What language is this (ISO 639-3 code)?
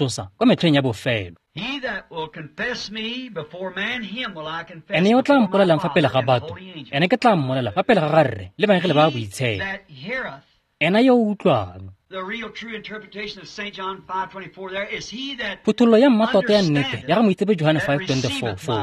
tsn